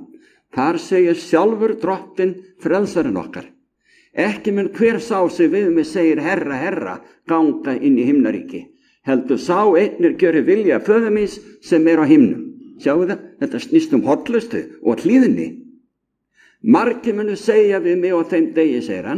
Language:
Icelandic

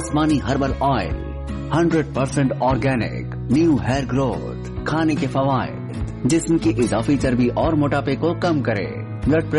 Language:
Urdu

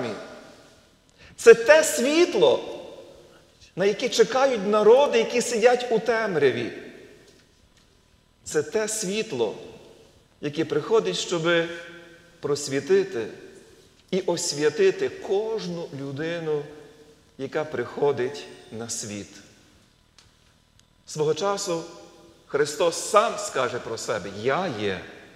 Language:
Ukrainian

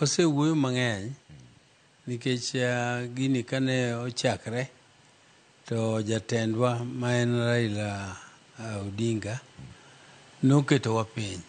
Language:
Luo (Kenya and Tanzania)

